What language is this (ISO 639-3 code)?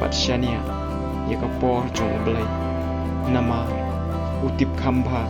kha